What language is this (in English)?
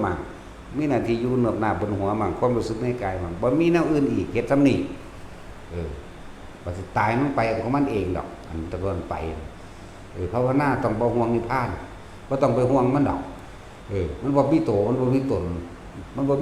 Northeastern Thai